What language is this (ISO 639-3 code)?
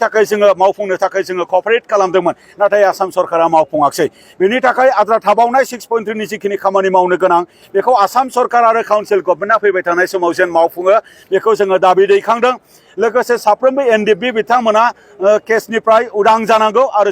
brx